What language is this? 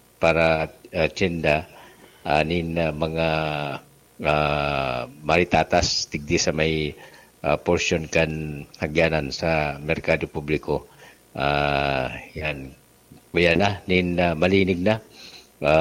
Bikol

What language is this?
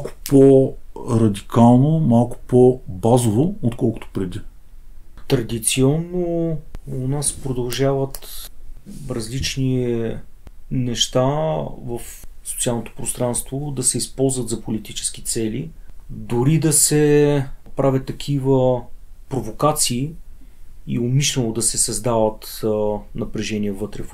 Bulgarian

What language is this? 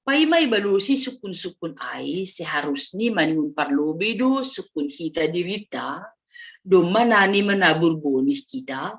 Batak Simalungun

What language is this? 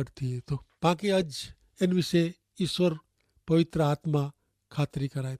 Kachhi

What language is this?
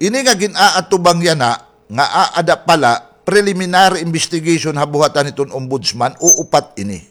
Waray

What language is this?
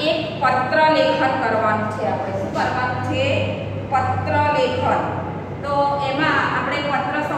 Gujarati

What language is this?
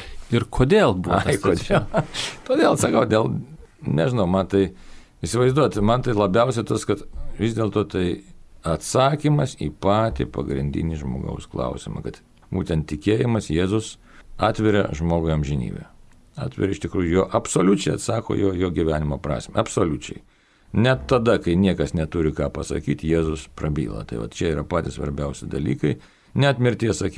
Lithuanian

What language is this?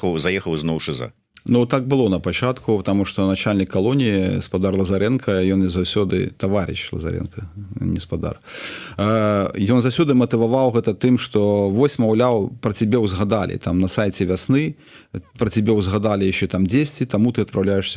Belarusian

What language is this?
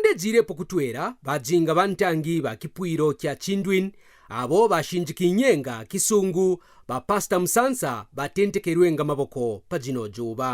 Kaonde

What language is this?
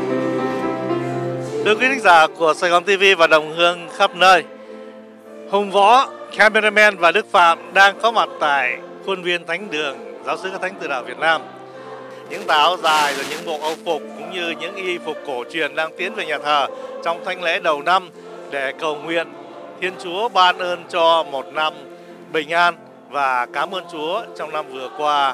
Vietnamese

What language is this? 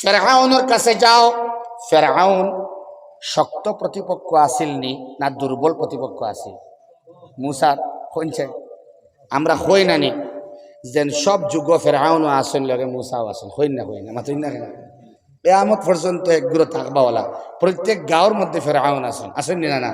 Sylheti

